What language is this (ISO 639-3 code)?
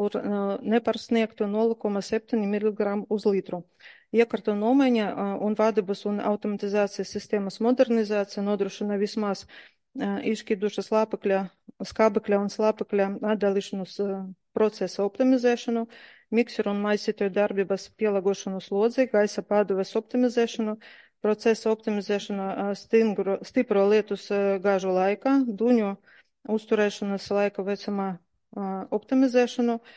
lav